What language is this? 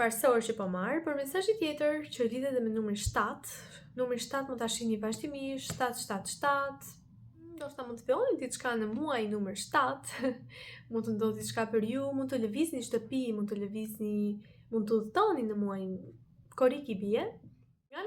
Albanian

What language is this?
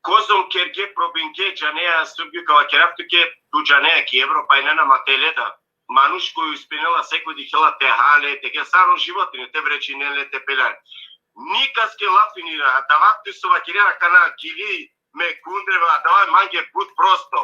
Balkan Romani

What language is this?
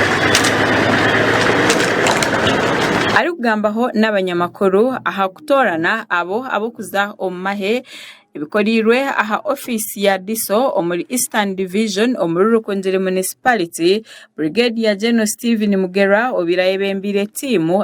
Nyankole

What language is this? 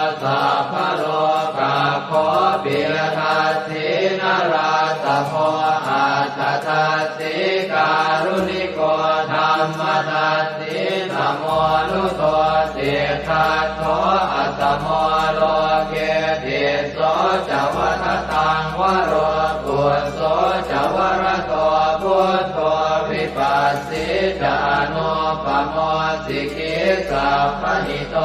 Pali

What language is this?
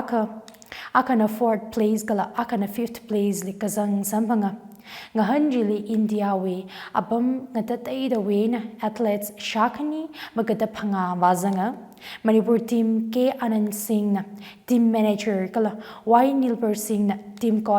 Tangkhul Naga (India)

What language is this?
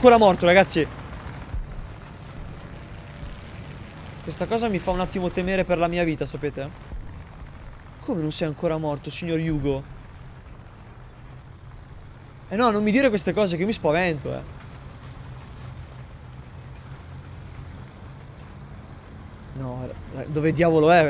Italian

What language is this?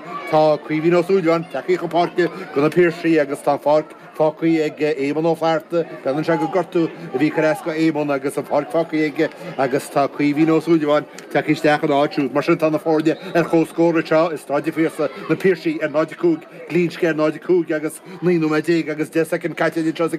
Irish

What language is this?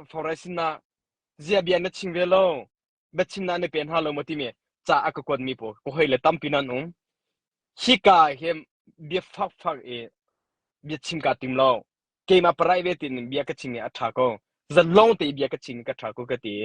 Hakha Chin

